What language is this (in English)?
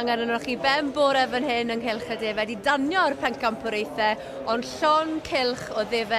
Welsh